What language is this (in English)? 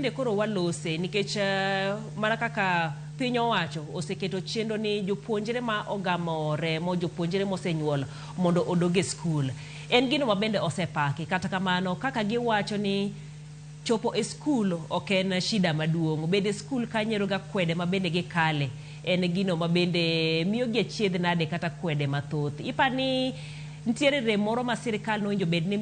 Luo (Kenya and Tanzania)